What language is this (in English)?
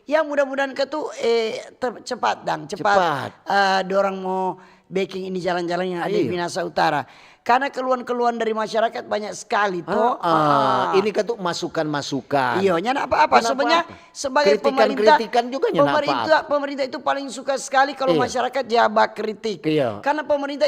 Manado Malay